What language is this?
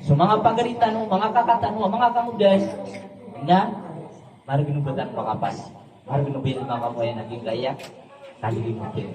Maranao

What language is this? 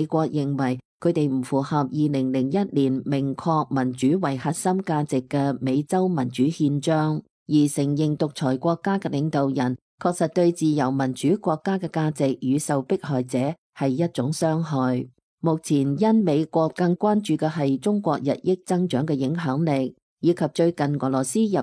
Cantonese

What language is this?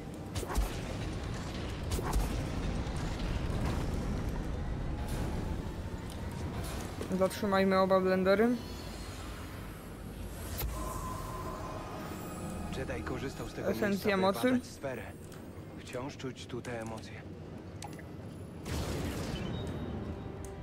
Polish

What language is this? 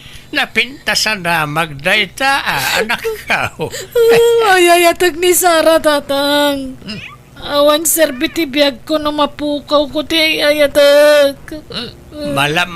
Iloko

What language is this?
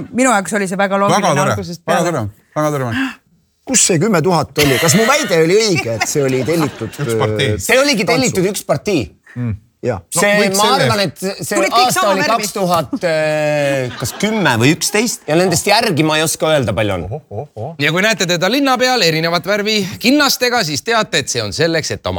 Estonian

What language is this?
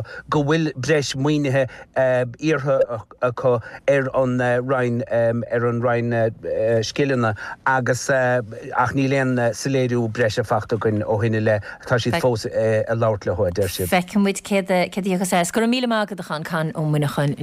Irish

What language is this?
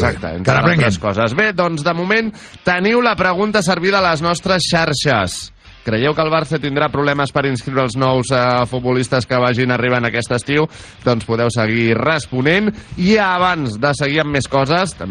Catalan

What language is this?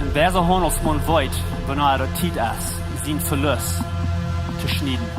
Plautdietsch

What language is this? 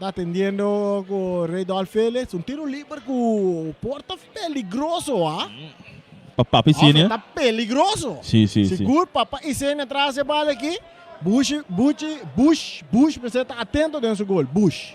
Papiamento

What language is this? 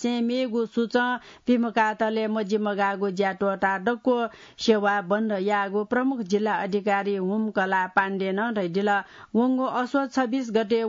Newari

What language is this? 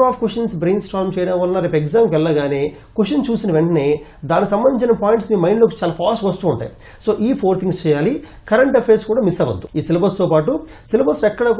Telugu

